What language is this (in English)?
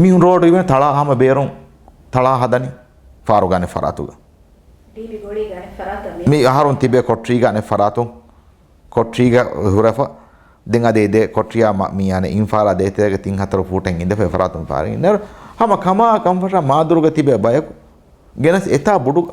Divehi